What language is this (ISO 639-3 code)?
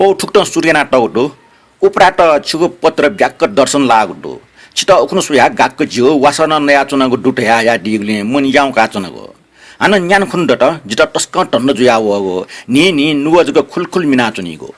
new